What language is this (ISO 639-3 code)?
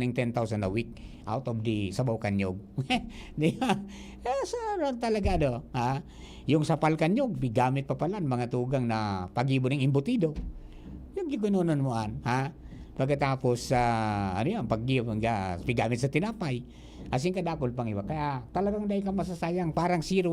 bik